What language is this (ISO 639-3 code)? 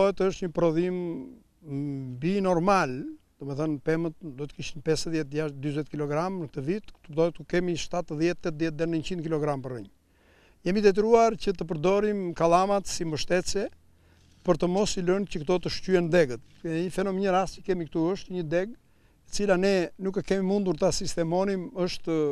sqi